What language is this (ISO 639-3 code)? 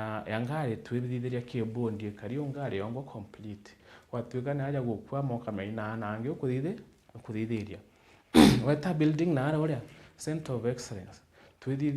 mer